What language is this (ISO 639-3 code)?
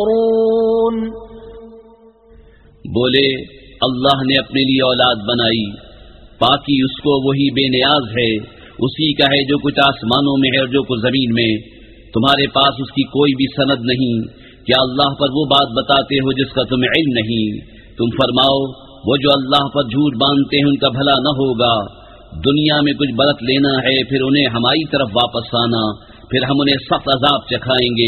urd